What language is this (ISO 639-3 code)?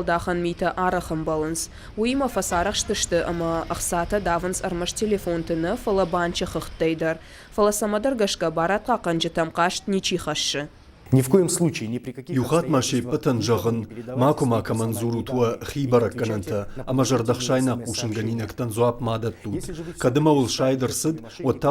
oss